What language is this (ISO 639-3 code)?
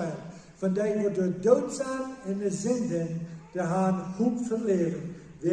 pdt